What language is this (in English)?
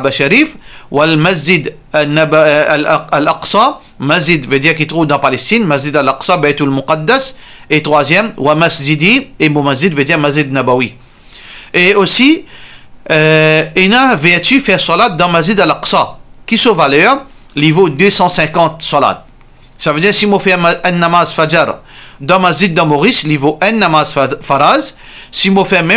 Morisyen